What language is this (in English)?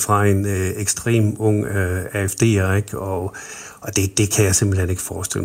Danish